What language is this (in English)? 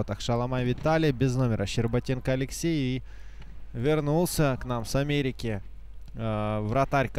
Russian